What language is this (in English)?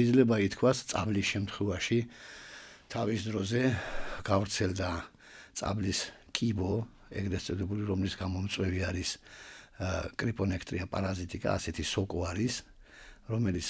Georgian